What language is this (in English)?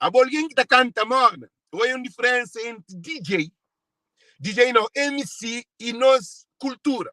Kabuverdianu